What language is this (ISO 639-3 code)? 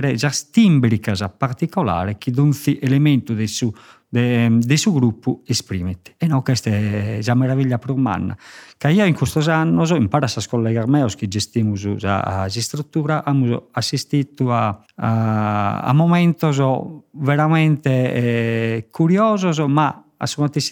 srd